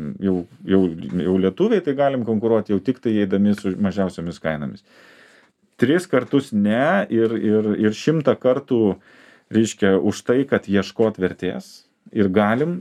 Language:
Lithuanian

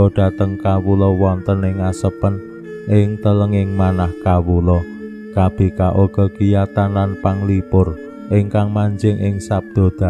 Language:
Javanese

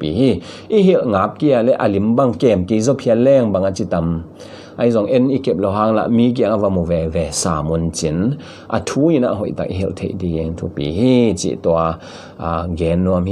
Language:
Tedim Chin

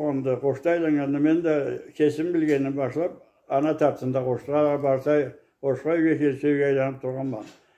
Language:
Karachay-Balkar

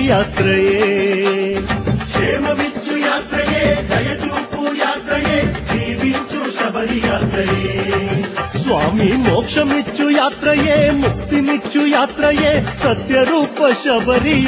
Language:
Telugu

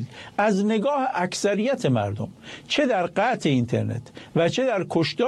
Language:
Persian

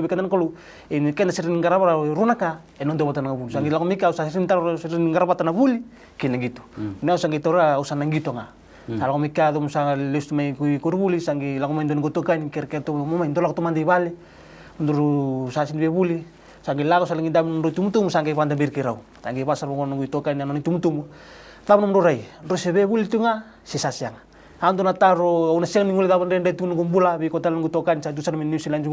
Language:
Fijian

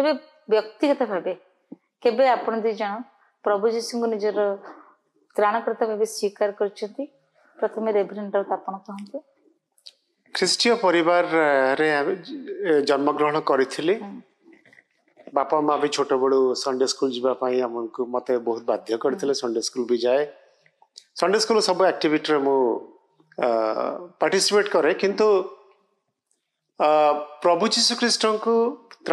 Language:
Odia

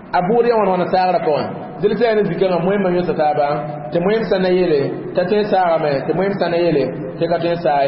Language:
Mossi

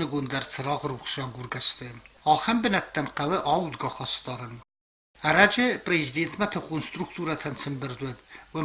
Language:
Ossetic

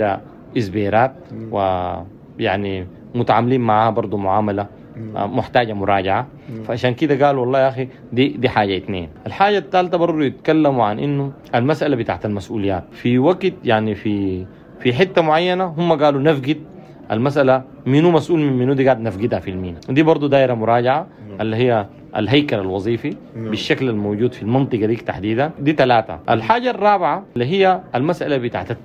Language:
Sudanese Arabic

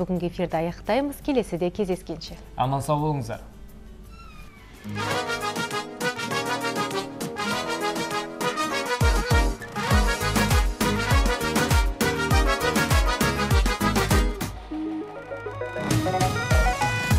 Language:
Kazakh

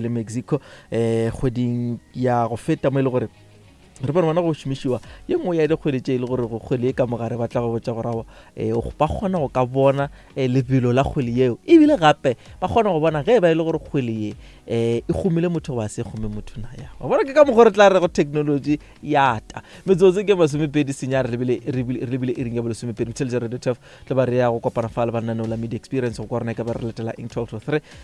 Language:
Northern Sotho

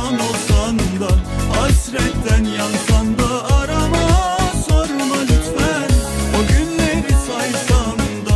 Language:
Turkish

